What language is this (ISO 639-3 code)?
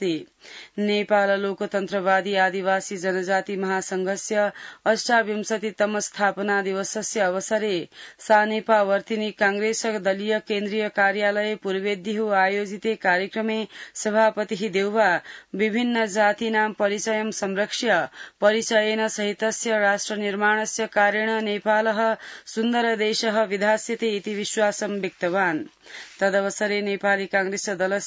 san